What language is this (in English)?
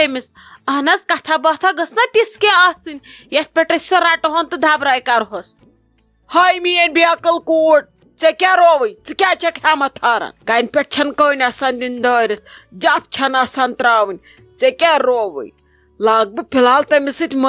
Kashmiri